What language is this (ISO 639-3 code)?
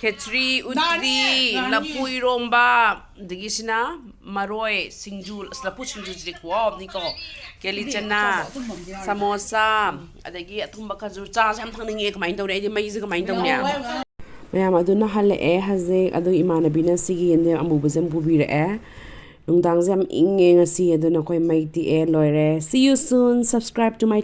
mni